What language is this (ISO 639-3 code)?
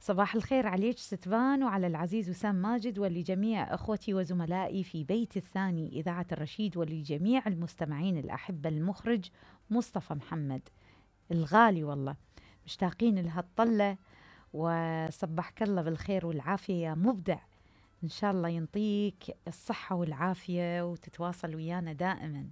acm